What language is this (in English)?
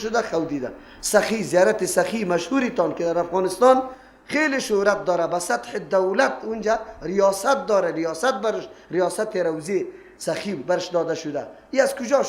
Persian